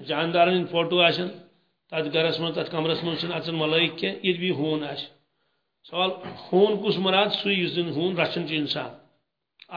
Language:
Kashmiri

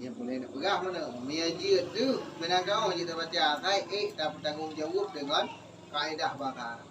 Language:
Achinese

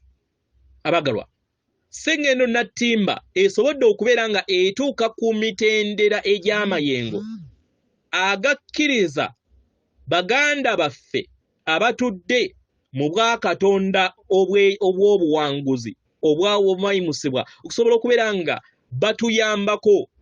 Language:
Ganda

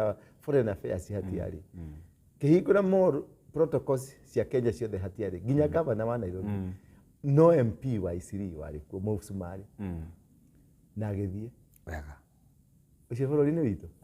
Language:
Kikuyu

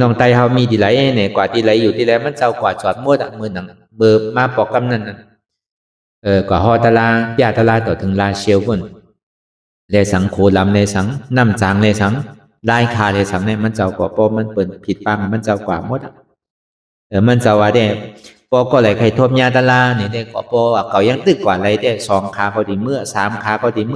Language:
Shan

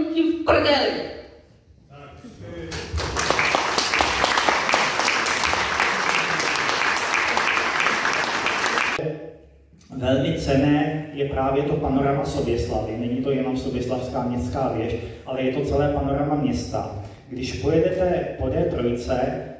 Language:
Czech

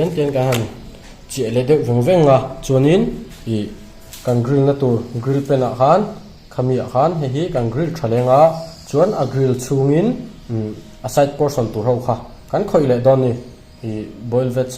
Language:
Mizo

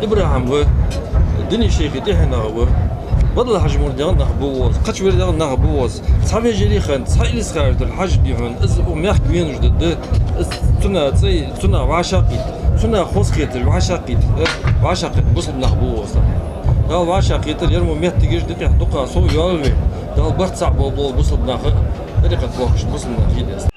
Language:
Ingush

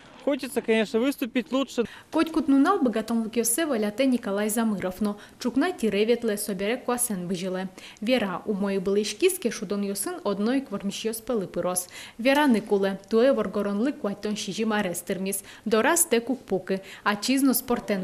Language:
Udmurt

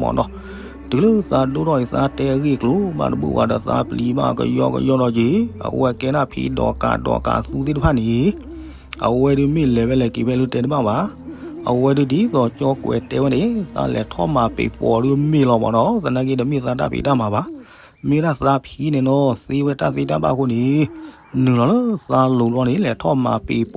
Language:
S'gaw Karen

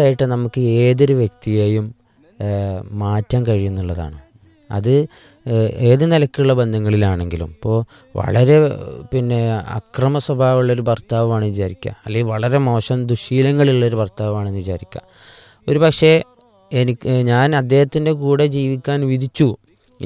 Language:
Malayalam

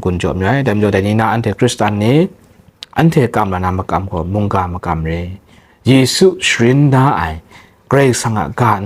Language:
Kachin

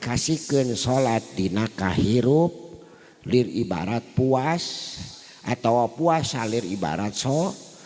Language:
Sundanese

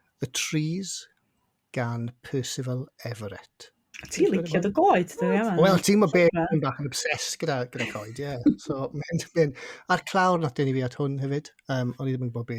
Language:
Welsh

